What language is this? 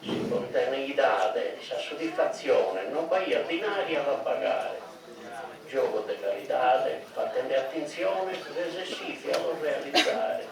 Sardinian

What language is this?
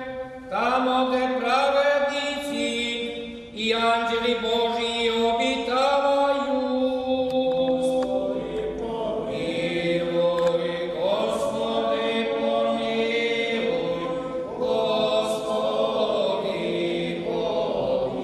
Serbian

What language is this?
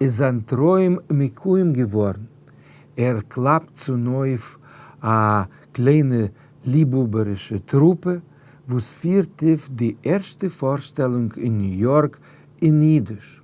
Yiddish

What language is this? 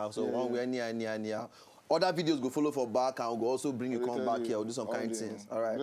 Nigerian Pidgin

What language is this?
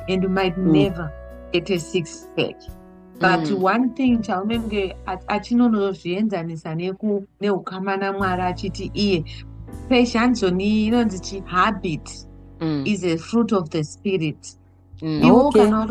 Shona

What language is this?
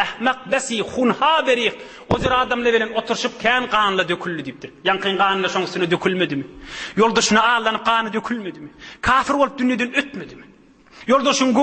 Turkmen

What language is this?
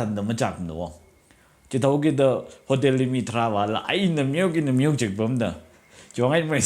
Tangkhul Naga (India)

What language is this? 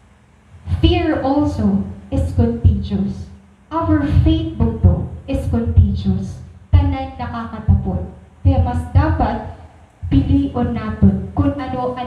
Waray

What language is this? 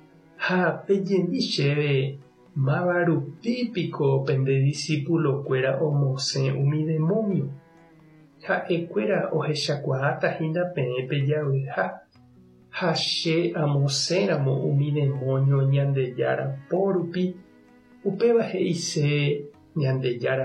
Guarani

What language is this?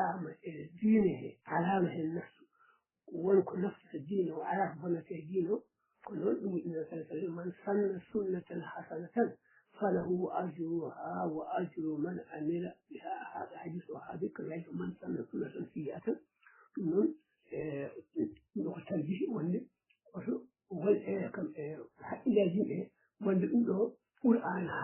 Fula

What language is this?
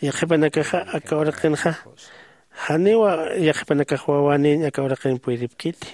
Aymara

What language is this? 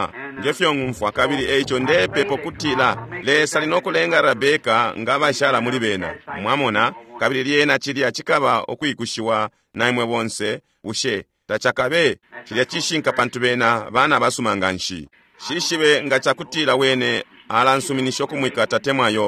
Bemba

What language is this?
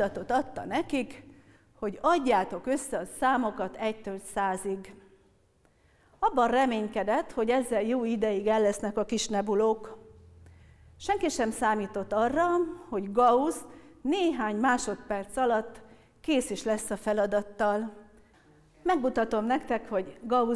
Hungarian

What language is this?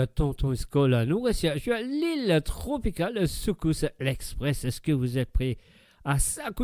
Morisyen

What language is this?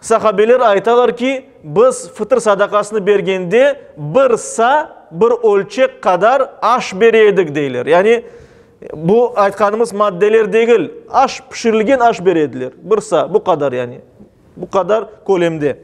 Crimean Tatar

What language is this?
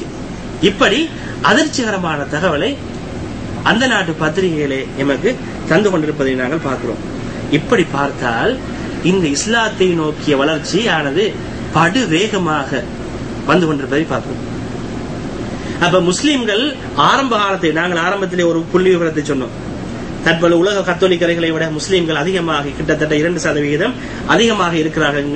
Tamil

